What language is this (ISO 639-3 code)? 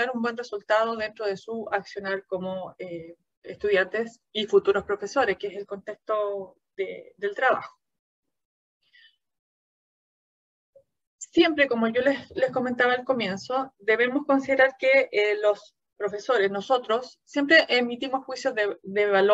spa